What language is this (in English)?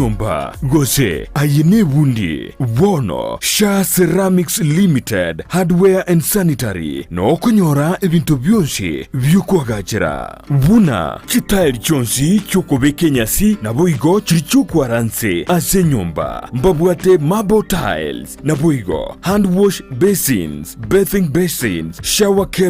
Gusii